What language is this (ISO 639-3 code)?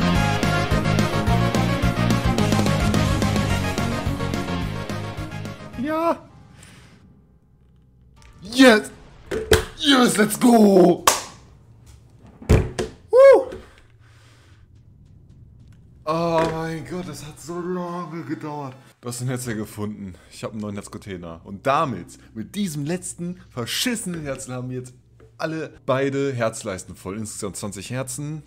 deu